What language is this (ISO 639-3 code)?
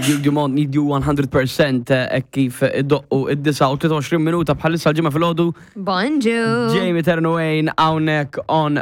mlt